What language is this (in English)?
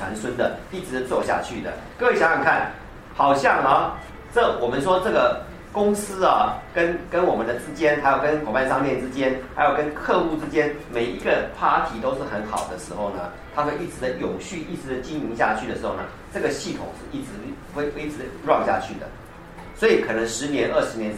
Chinese